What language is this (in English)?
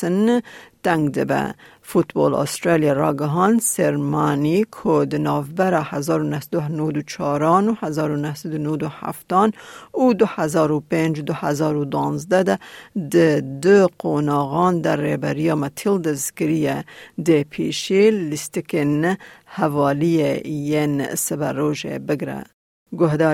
Kurdish